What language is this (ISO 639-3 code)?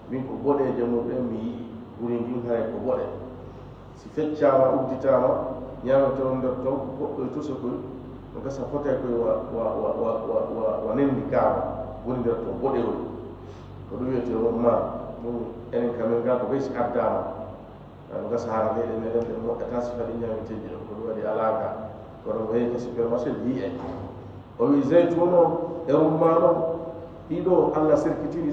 ful